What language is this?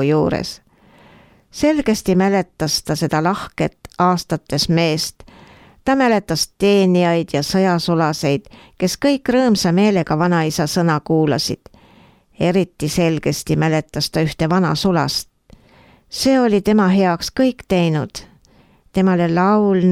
Estonian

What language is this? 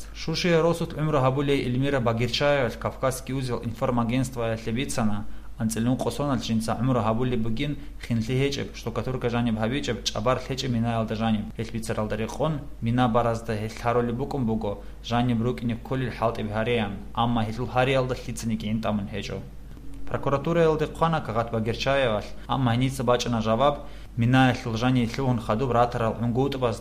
Avaric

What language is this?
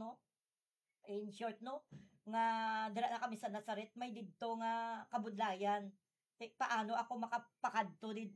Hiligaynon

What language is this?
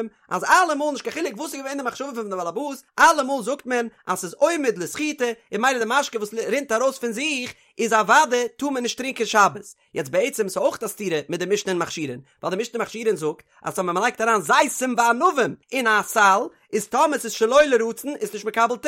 Yiddish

